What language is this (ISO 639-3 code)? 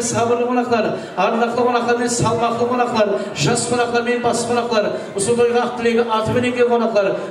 kaa